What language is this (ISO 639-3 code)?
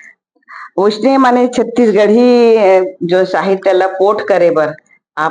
hne